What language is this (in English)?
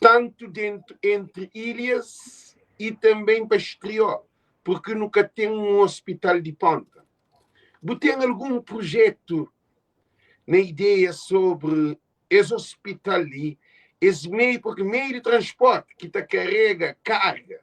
Kabuverdianu